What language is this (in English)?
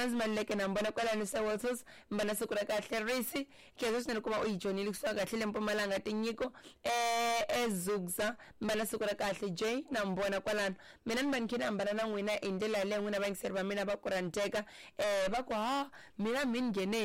Tsonga